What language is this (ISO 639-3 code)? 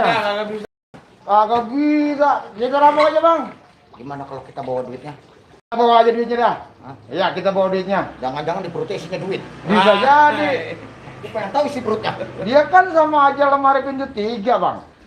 bew